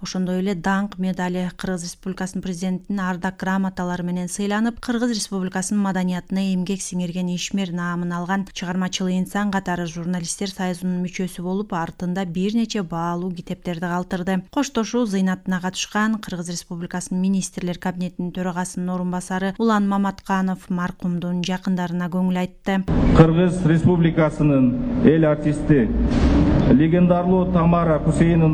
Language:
Kyrgyz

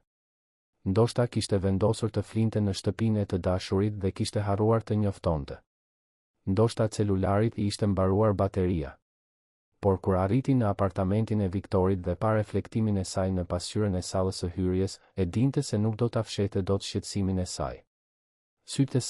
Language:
Albanian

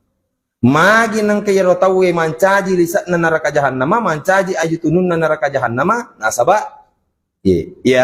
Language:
Buginese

